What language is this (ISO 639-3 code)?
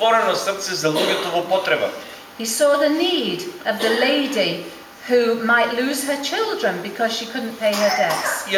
mkd